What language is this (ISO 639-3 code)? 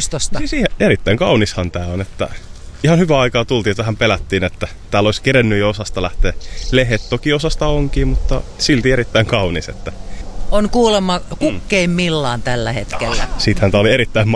fin